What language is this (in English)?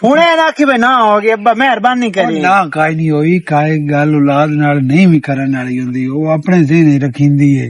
Western Panjabi